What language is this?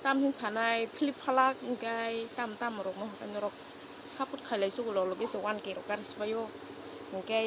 Kok Borok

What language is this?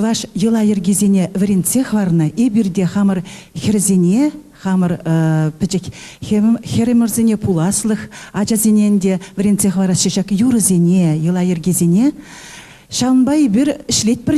Chuvash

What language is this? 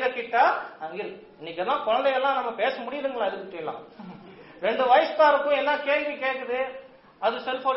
Tamil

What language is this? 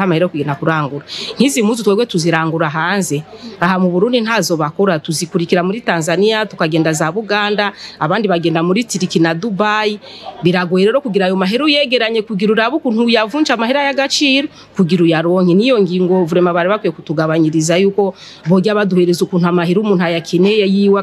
Rundi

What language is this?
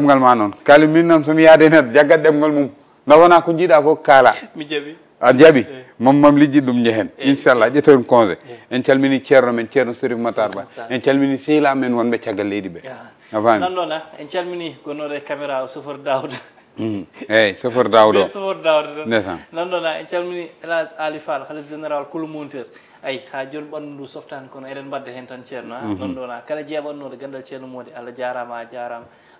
Fula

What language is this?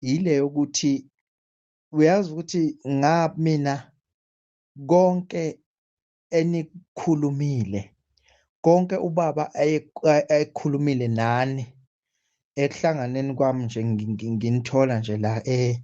Zulu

